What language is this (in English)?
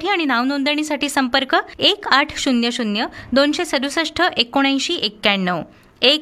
Marathi